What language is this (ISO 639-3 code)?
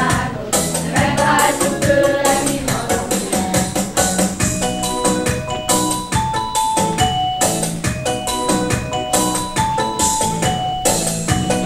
hun